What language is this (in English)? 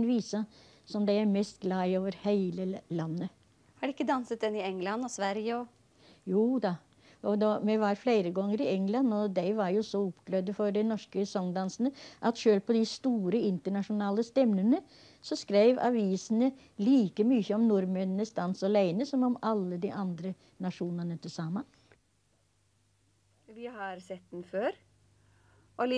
Norwegian